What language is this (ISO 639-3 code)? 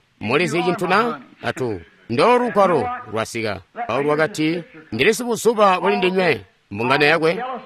toi